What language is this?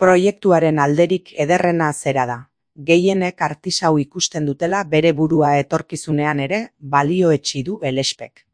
Basque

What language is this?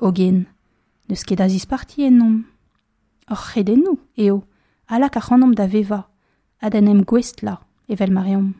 Breton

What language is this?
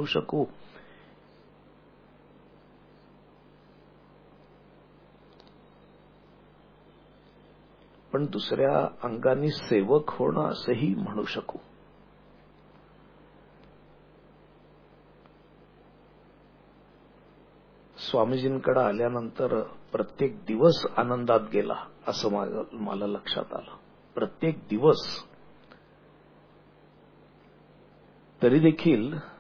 Marathi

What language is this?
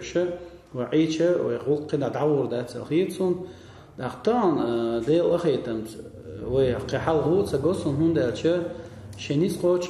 Chechen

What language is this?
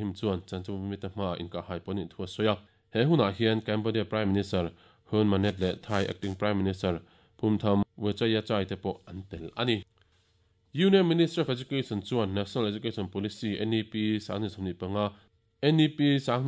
Mizo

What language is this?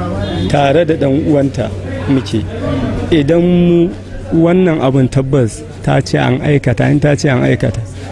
Hausa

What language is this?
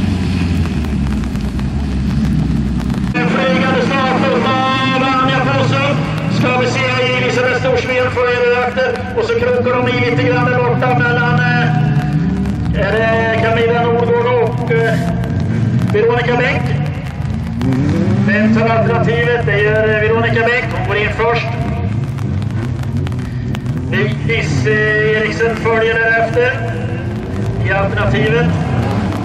Swedish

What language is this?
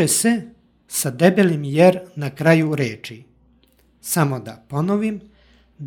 Serbian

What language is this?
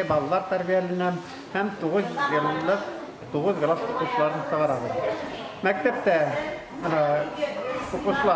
Bashkir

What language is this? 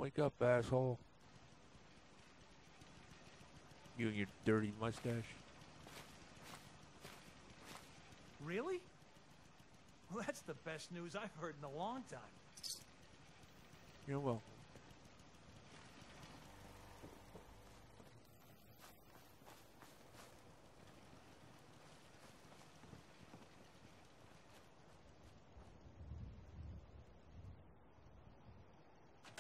English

